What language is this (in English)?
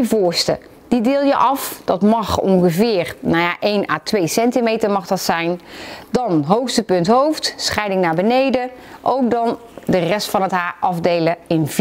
Dutch